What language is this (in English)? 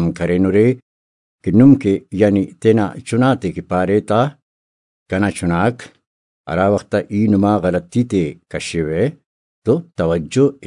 Brahui